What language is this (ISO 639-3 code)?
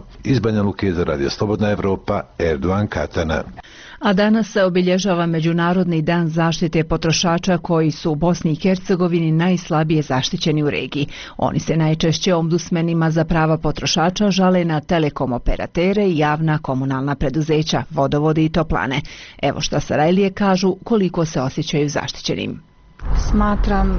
bos